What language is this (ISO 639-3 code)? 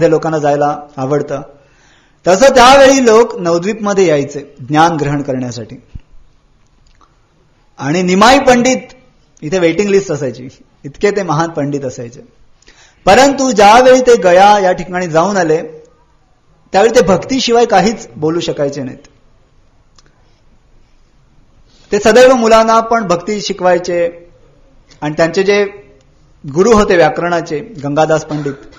mar